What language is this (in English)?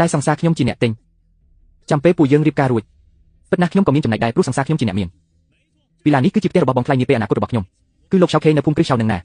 Khmer